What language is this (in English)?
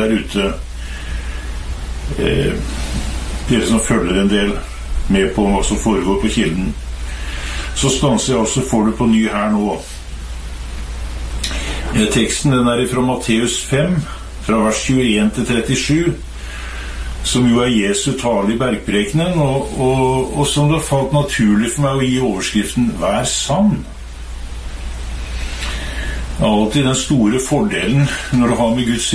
Norwegian